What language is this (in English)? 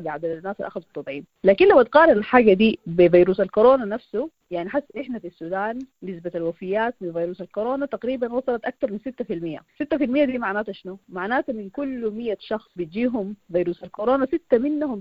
Sudanese Arabic